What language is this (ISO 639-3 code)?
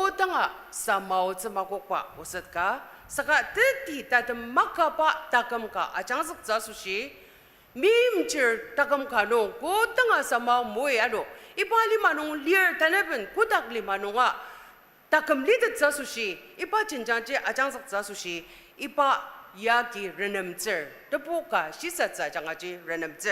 njo